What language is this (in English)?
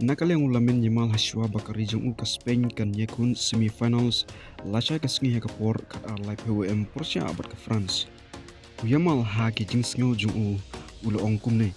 Khasi